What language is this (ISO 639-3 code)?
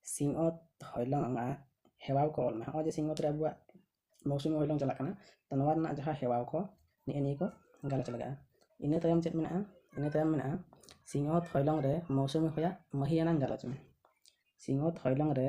sat